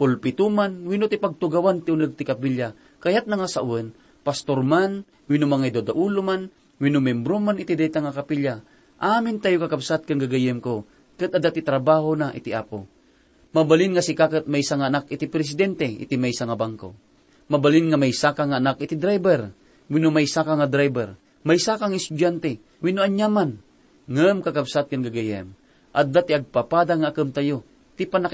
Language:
Iloko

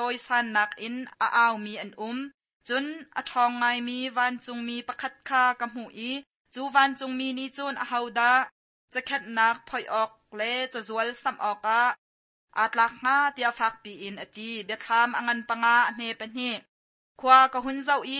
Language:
Hakha Chin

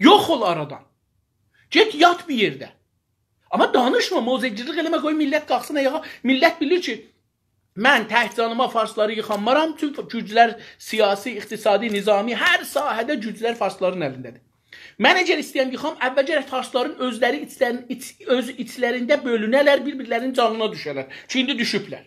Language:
South Azerbaijani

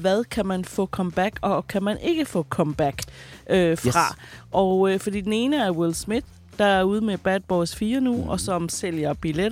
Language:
Danish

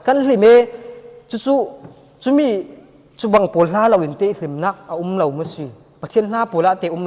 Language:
Falam Chin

